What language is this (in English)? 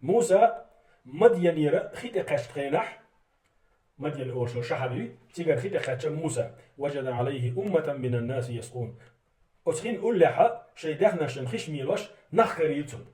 Chechen